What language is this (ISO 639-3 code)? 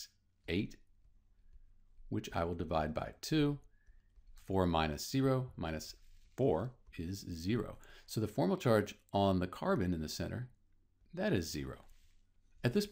eng